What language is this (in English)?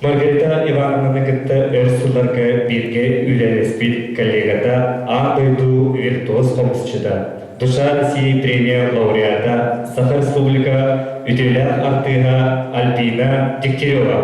Yakut